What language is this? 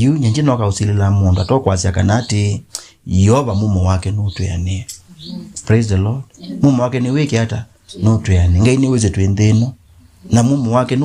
Kamba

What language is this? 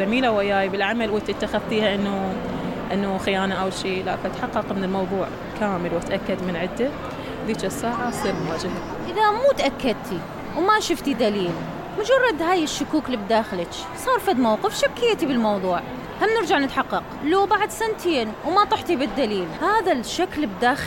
Mesopotamian Arabic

